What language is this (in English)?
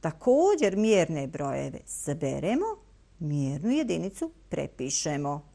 Bosnian